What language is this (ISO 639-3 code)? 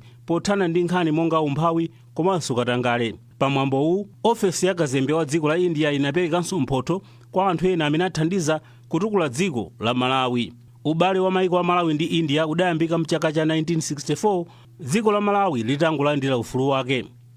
nya